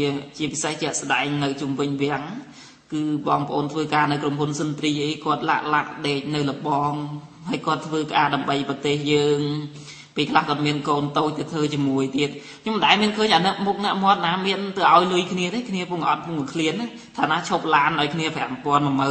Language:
Khmer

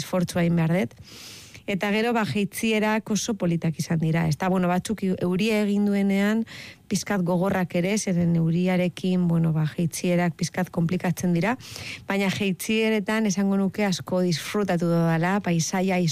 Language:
Basque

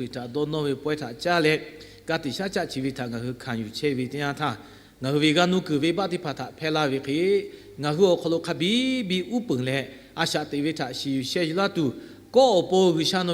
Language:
Lahu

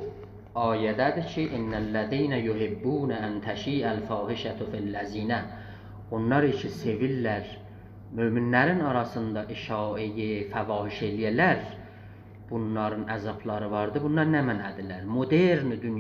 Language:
South Azerbaijani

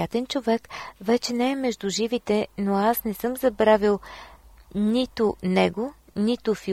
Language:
Bulgarian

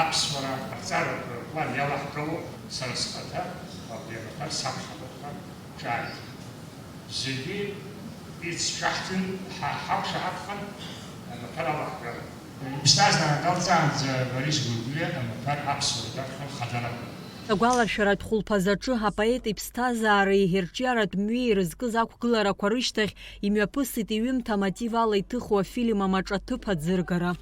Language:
Abkhazian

